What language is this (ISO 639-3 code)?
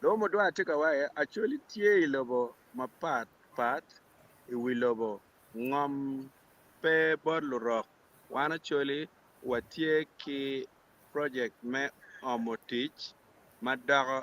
ach